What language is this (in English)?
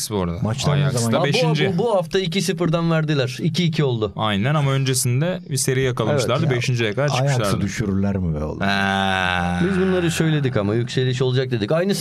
Turkish